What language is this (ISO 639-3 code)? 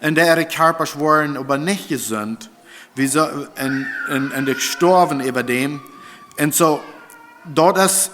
pdt